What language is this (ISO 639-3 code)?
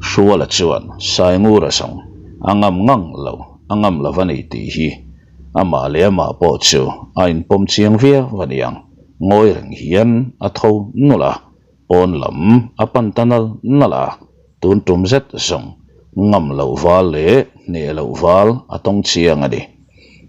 lus